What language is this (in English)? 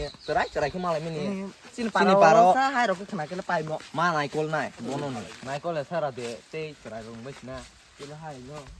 Kok Borok